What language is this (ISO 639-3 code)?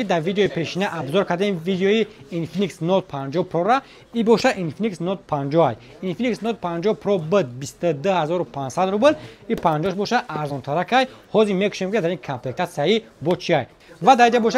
tgk